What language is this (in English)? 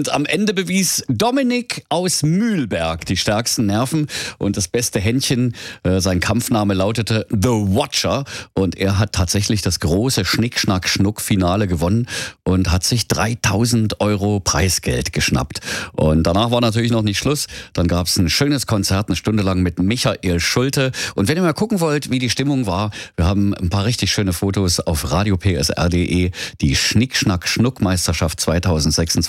German